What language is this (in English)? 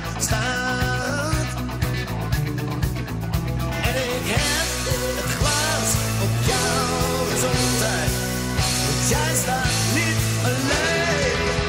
Dutch